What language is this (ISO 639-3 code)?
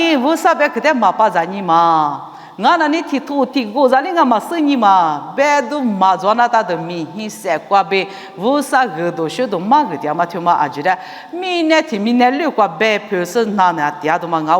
lis